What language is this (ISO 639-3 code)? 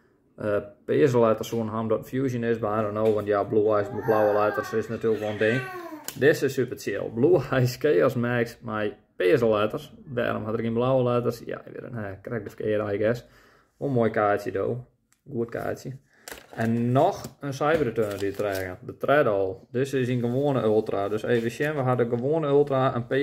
fry